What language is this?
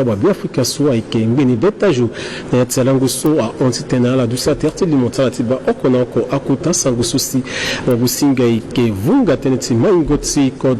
Sango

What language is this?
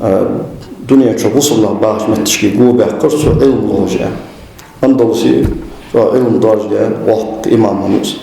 Ingush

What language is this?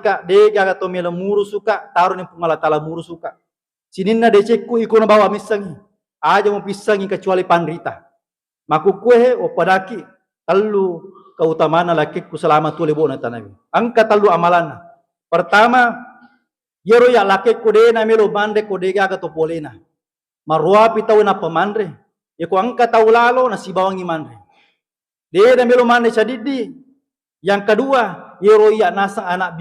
Buginese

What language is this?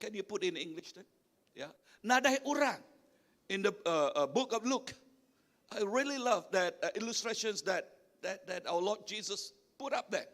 Iban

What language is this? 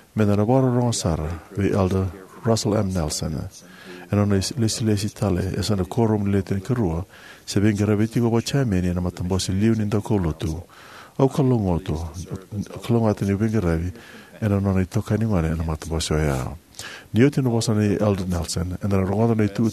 Fijian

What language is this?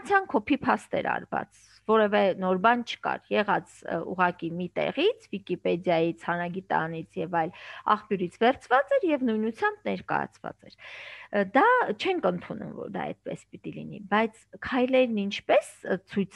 Armenian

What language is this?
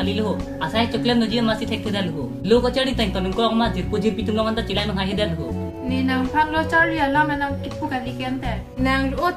Karbi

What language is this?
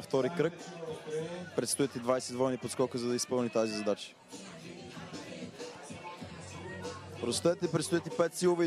Bulgarian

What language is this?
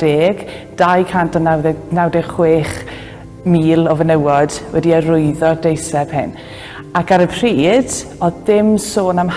Welsh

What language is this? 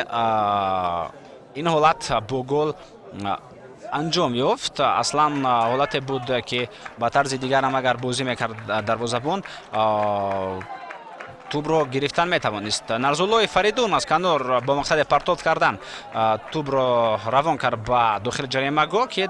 Tajik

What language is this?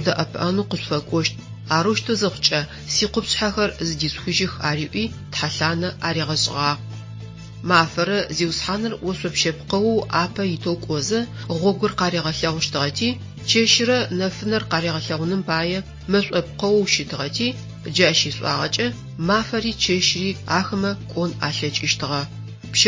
Adyghe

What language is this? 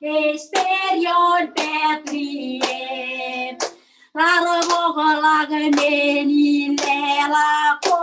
Marshallese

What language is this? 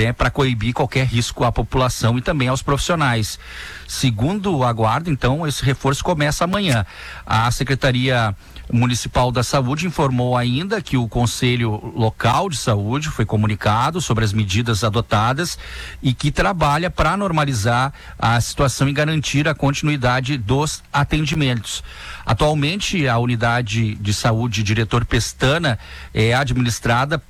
Portuguese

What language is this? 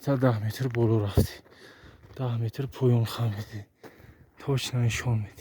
Tajik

